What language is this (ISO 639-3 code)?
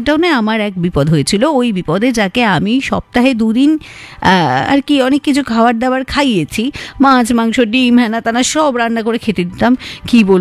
ben